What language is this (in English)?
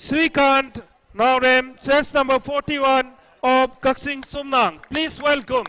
Manipuri